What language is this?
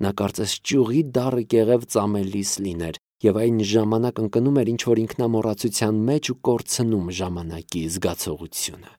Armenian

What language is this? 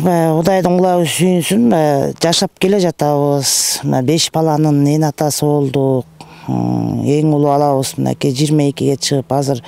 Kyrgyz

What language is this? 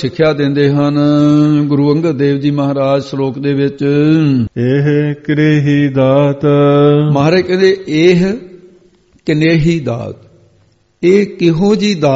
Punjabi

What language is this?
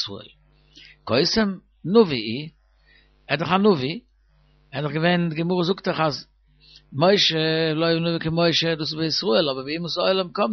Yiddish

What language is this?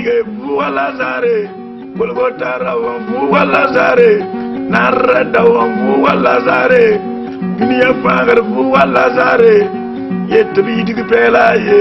Mossi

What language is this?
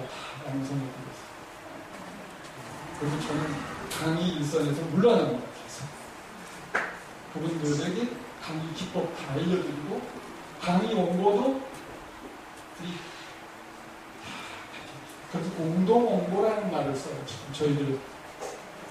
Korean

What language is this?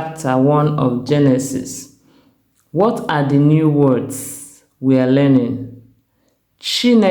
Igbo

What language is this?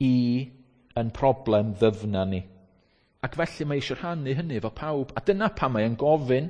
Welsh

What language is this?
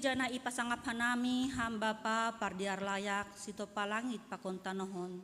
Batak Simalungun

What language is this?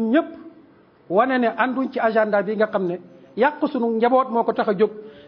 Wolof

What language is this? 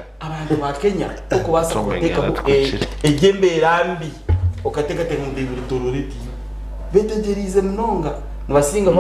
Nyankole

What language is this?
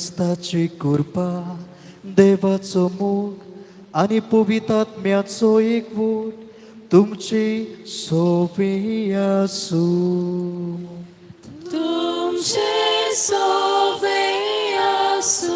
Konkani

